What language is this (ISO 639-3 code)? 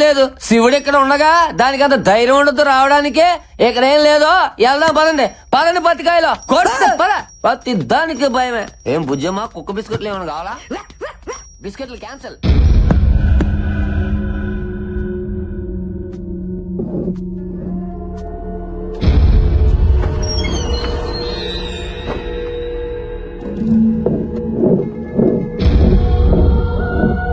tel